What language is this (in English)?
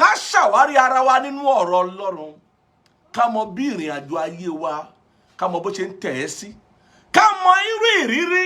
Yoruba